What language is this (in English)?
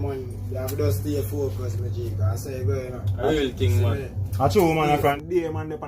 Jamaican Creole English